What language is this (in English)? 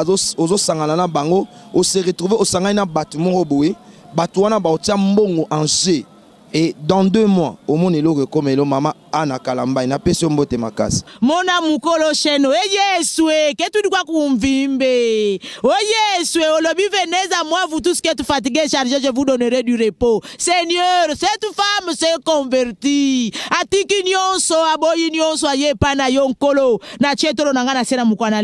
Lingala